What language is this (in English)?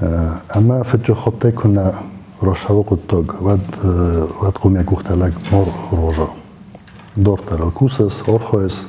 Ossetic